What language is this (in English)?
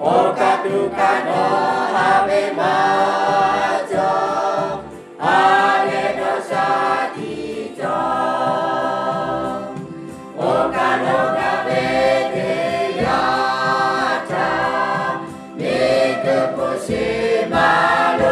Lahu